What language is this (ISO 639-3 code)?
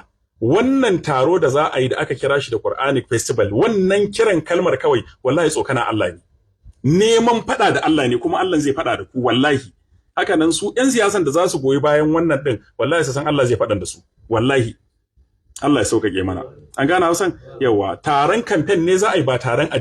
hau